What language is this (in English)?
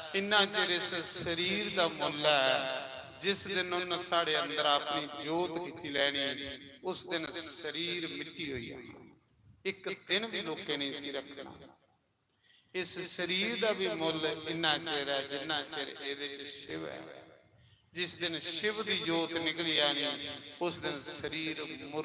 Dogri